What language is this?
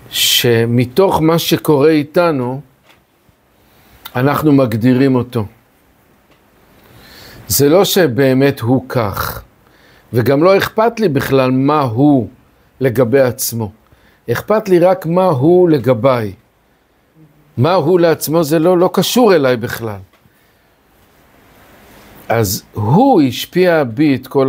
Hebrew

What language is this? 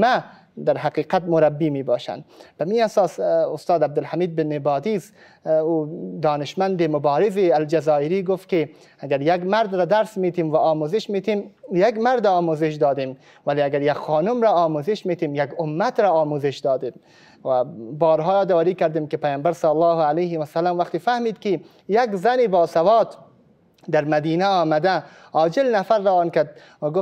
Persian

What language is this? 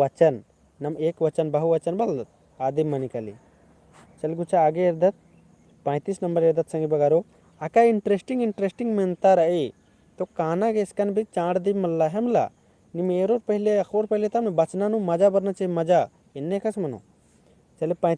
Kurukh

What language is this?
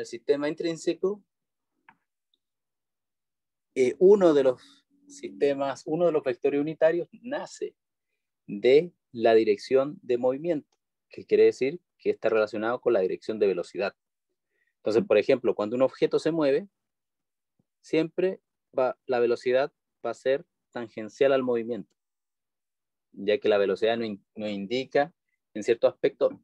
Spanish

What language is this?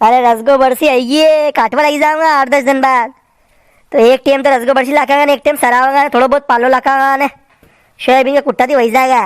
Rajasthani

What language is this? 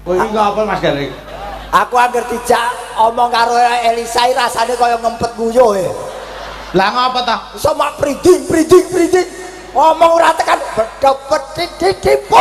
Javanese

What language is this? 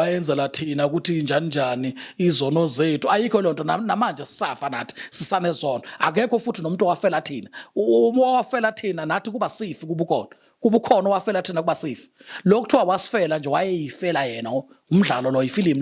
Zulu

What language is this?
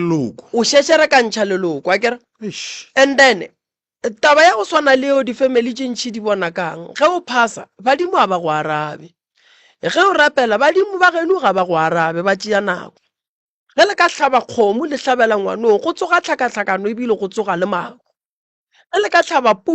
Northern Sotho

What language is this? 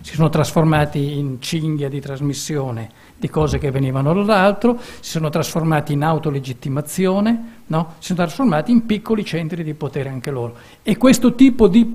Italian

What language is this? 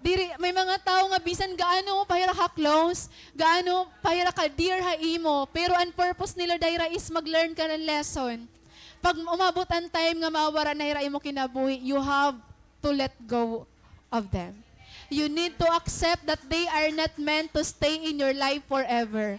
Waray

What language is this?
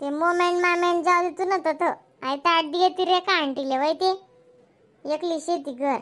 Khandesi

